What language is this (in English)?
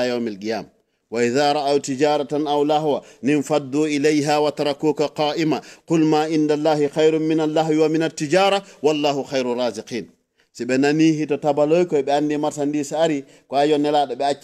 Fula